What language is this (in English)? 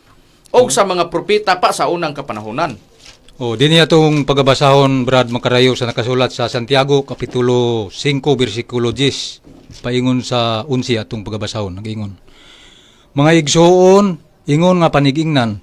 Cebuano